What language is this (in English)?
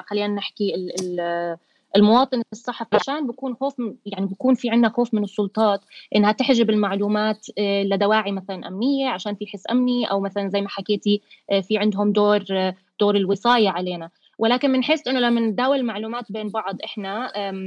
North Levantine Arabic